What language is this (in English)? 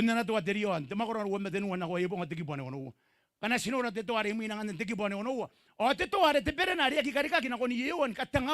Gilbertese